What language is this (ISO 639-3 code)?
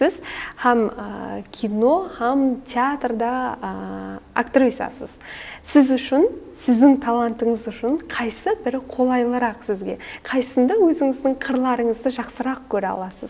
kaa